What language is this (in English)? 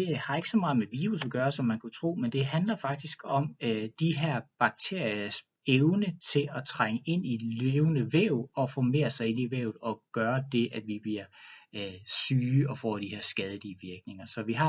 Danish